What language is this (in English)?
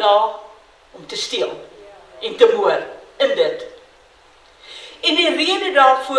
Afrikaans